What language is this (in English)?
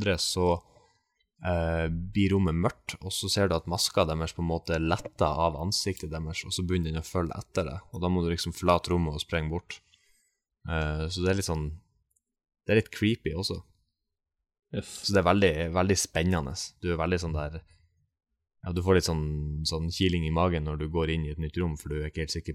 Norwegian